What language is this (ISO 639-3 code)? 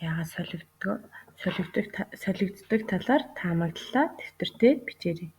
mon